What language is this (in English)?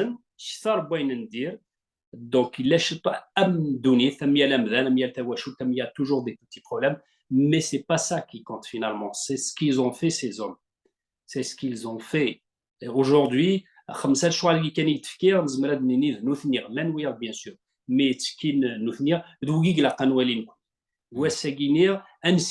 Kabyle